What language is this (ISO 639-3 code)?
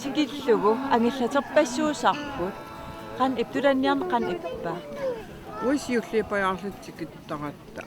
kal